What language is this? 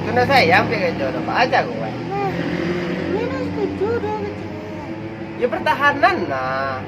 Minangkabau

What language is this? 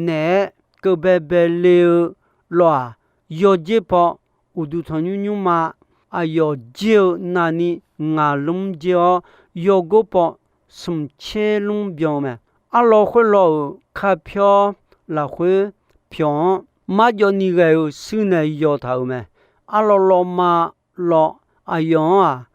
Akha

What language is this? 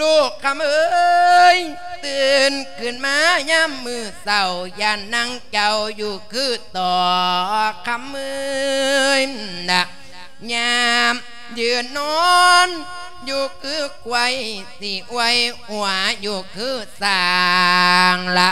Lao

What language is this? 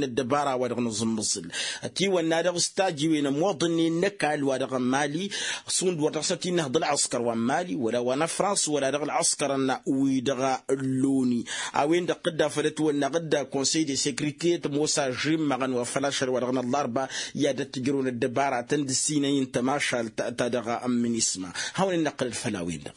Tamasheq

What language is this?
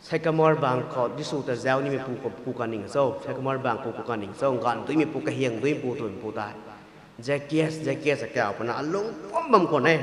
Rongmei Naga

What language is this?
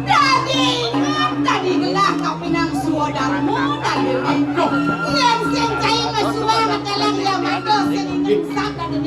Balinese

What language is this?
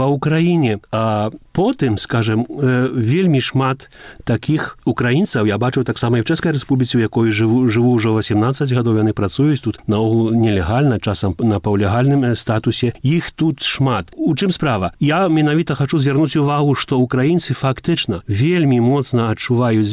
Belarusian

